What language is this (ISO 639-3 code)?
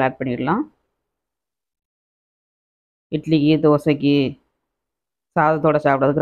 tam